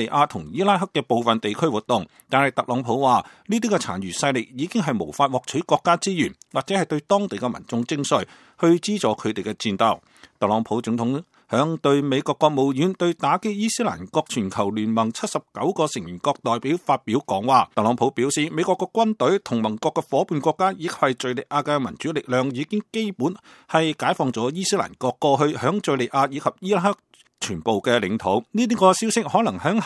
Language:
Cantonese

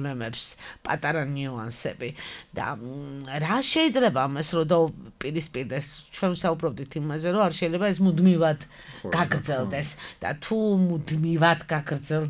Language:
Georgian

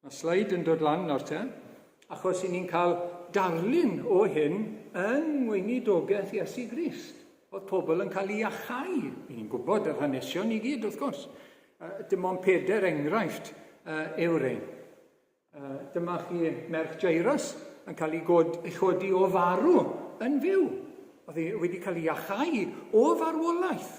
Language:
Welsh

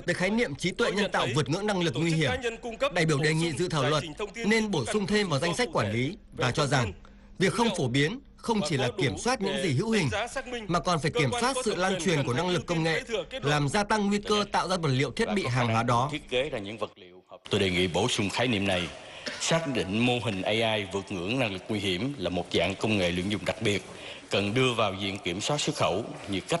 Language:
Vietnamese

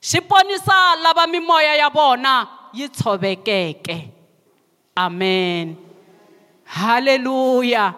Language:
Tsonga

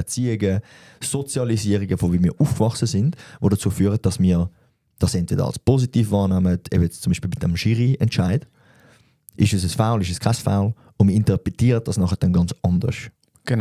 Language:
Swiss German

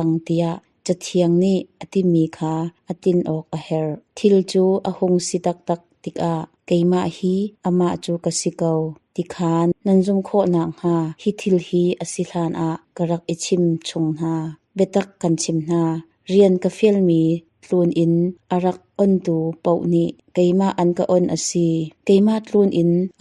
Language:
Hakha Chin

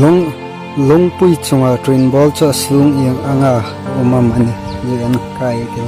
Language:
Hmar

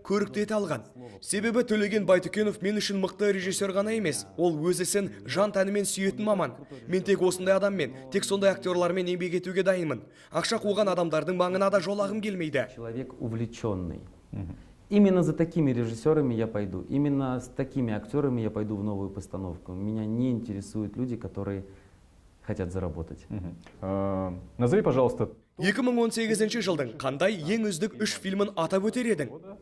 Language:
Kazakh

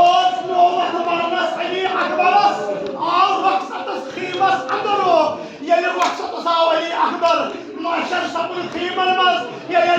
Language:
Kashmiri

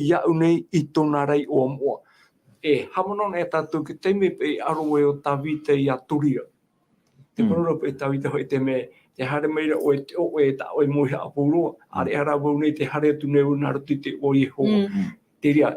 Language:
Tahitian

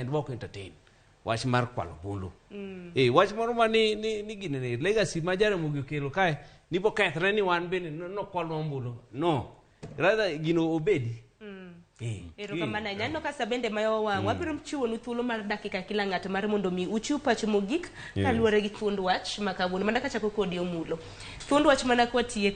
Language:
Luo (Kenya and Tanzania)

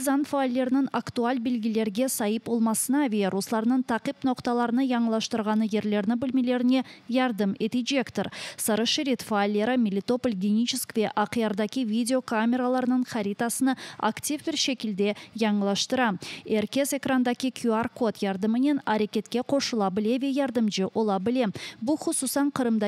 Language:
Crimean Tatar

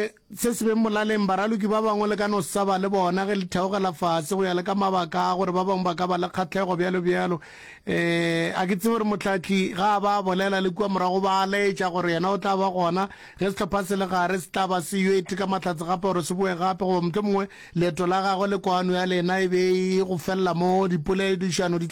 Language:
Northern Sotho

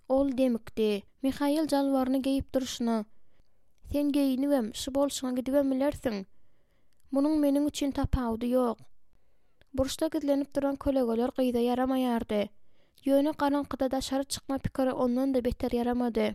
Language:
Turkmen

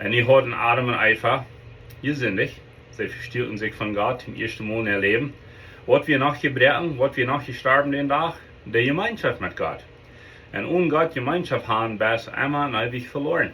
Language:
Plautdietsch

